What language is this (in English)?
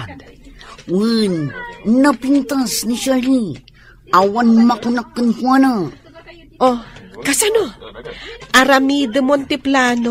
Iloko